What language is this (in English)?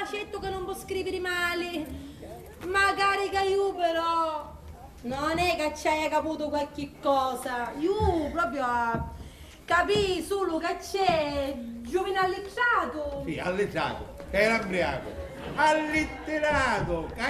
Sicilian